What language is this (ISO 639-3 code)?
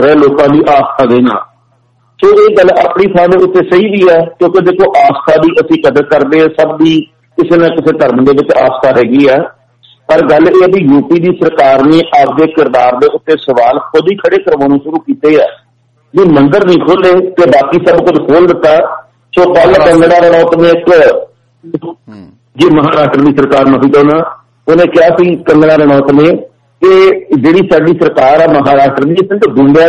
pan